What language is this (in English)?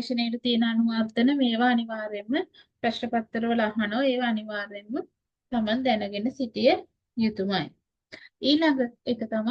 Sinhala